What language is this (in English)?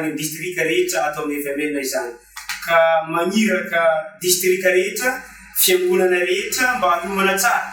Malagasy